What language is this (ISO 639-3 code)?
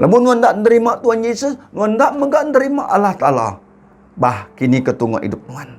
iba